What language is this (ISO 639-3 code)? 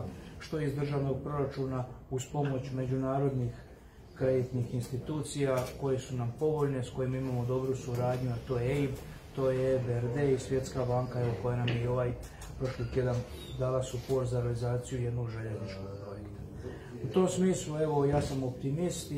hrv